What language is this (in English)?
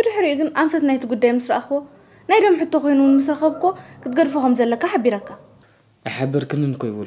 Tigrinya